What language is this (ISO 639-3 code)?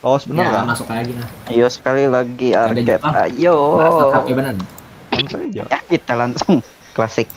bjn